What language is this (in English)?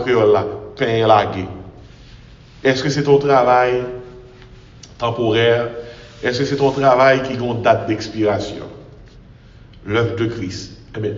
French